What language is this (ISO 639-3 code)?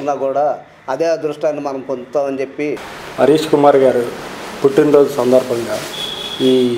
tel